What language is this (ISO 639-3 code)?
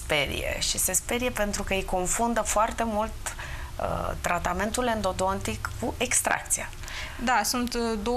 ron